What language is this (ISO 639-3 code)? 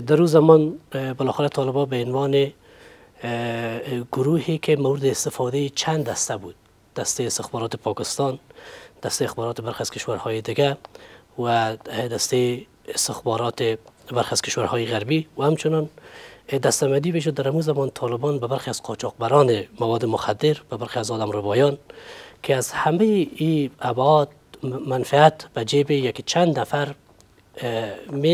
fas